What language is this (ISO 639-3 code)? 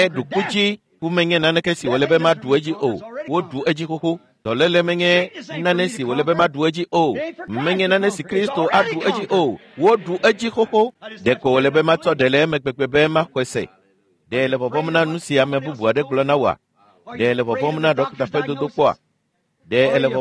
ewe